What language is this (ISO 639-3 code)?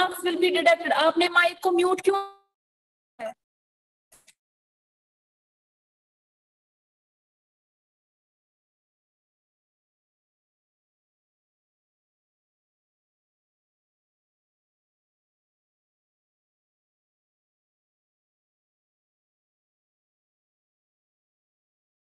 hin